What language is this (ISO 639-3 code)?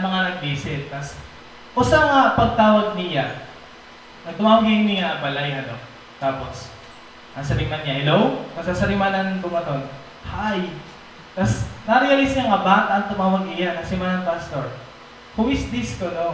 war